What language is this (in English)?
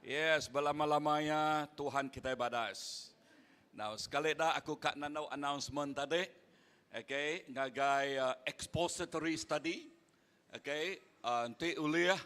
Iban